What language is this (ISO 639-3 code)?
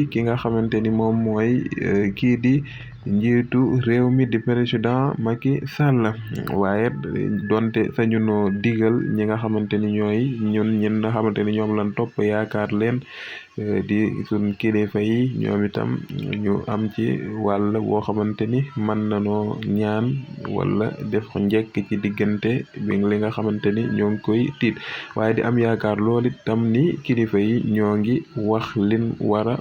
wol